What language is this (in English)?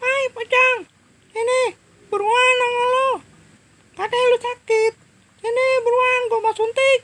Betawi